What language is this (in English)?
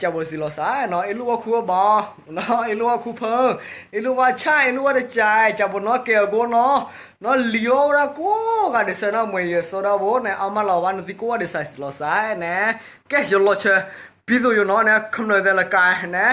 S'gaw Karen